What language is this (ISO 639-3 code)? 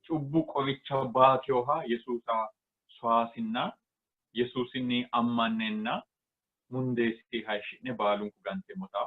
sid